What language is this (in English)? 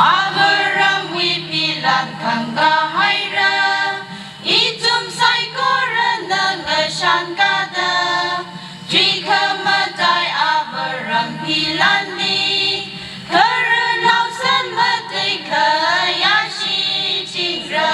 Tangkhul Naga (India)